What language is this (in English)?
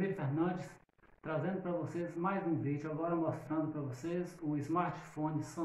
Portuguese